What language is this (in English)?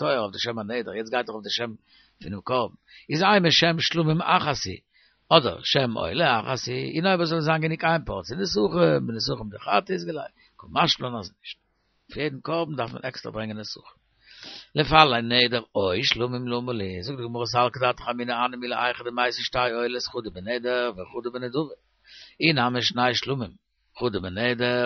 Yiddish